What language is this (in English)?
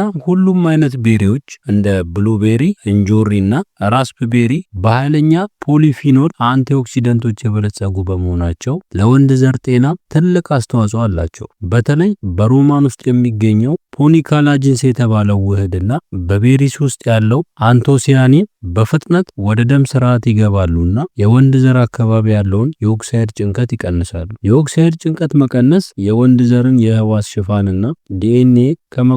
Amharic